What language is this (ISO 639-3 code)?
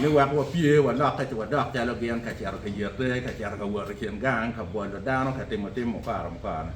ach